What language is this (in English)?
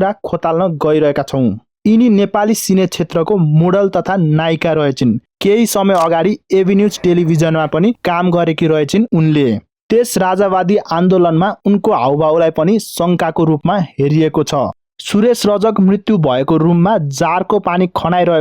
Nepali